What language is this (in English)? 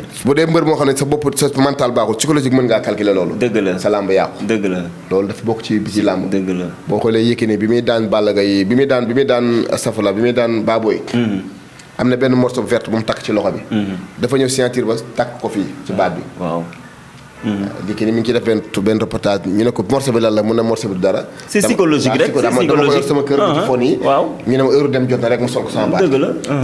Wolof